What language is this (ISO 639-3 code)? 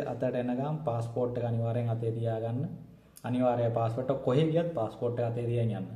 sin